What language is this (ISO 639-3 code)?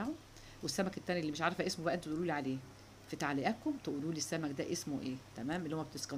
arz